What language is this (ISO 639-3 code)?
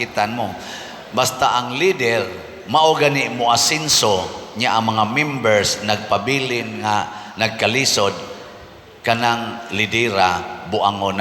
ceb